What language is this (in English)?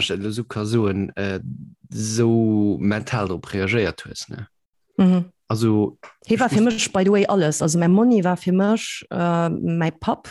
Luxembourgish